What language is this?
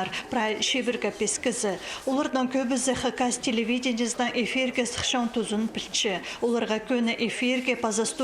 Khakas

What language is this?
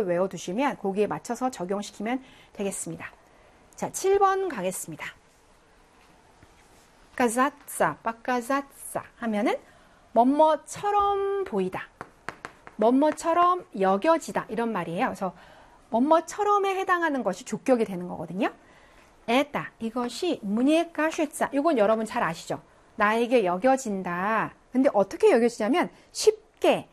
Korean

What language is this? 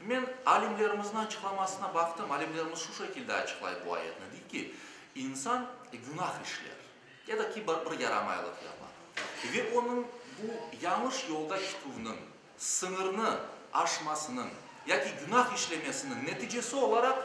Crimean Tatar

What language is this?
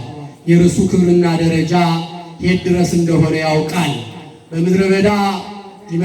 Amharic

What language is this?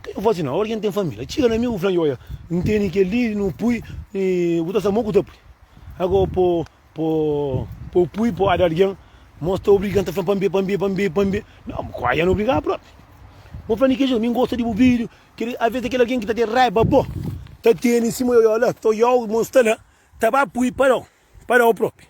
Kabuverdianu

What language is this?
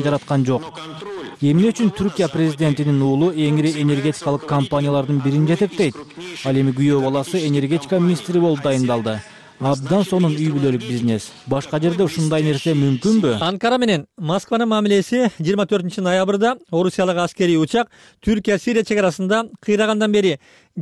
Kyrgyz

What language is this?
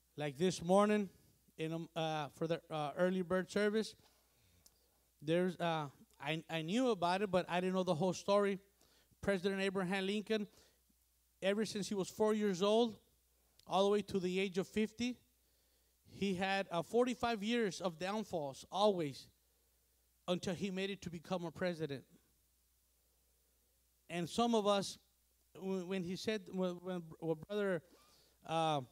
English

